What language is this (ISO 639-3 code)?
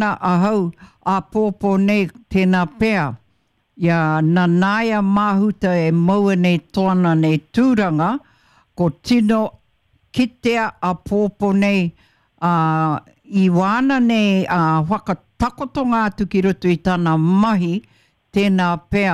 mri